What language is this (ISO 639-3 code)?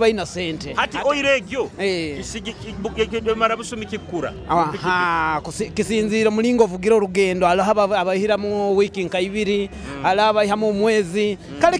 nyo